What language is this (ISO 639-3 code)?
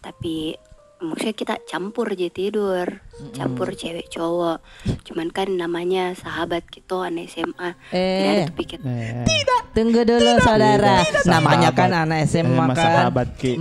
mfp